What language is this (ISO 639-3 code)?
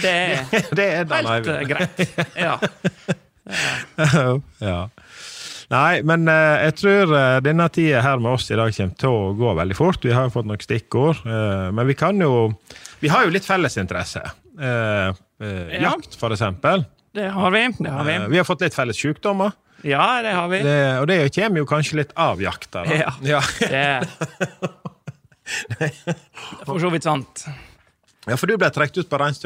nor